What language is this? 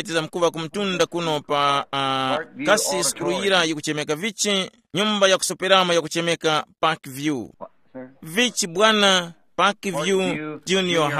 Tumbuka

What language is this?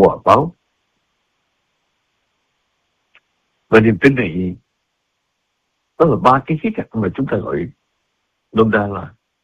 Vietnamese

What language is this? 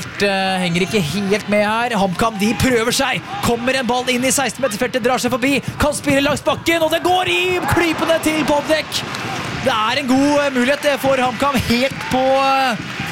Norwegian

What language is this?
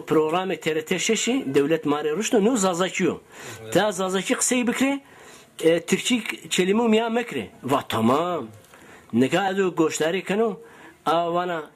Zaza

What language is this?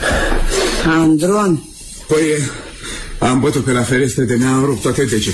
Romanian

